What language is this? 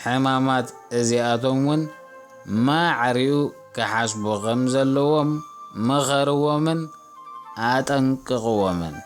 Tigrinya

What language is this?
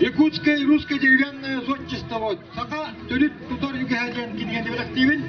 Yakut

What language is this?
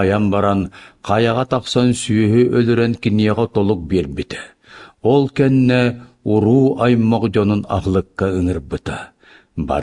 Yakut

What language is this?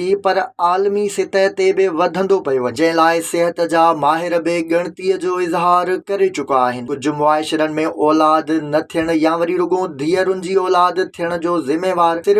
Sindhi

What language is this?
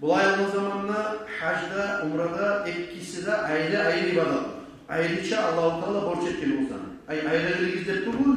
Kumyk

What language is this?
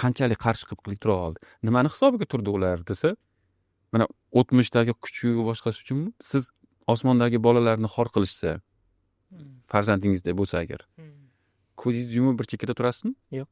Uzbek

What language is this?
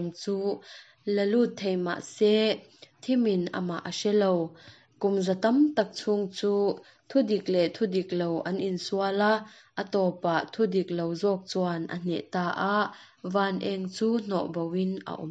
Mizo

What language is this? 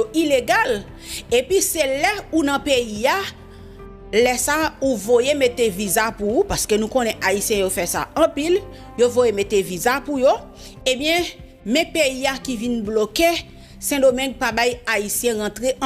Haitian Creole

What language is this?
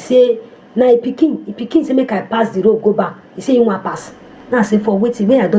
Nigerian Pidgin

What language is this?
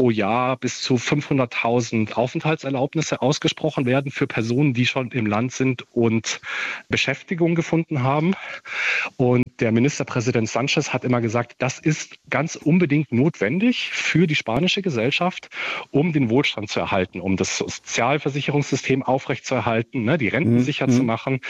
German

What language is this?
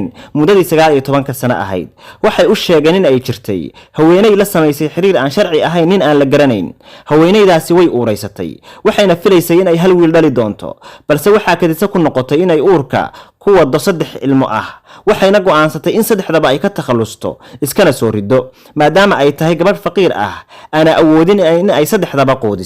Somali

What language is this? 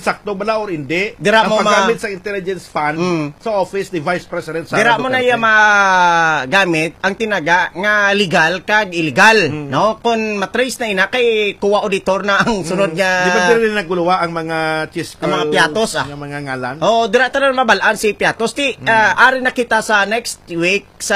Hiligaynon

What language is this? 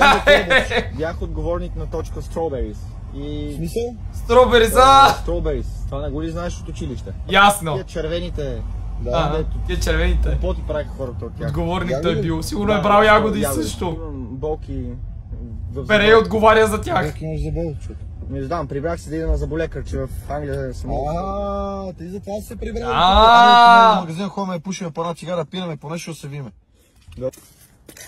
Bulgarian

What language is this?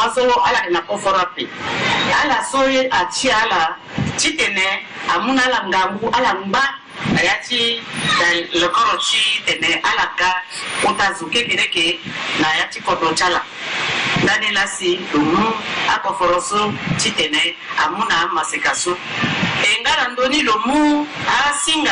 Sango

